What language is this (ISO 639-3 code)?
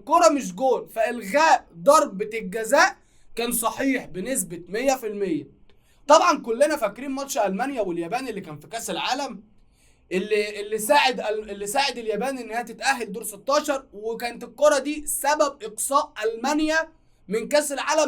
arz